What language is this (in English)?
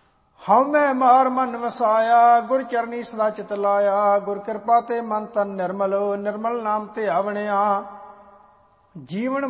Punjabi